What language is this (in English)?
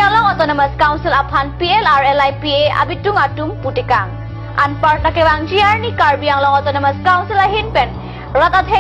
Karbi